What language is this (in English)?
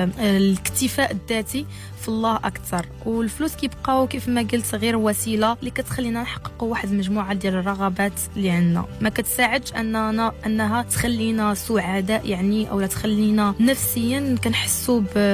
Moroccan Arabic